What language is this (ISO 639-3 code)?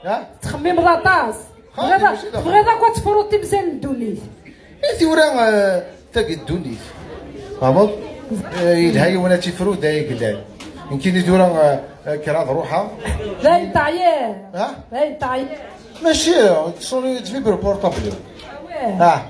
kab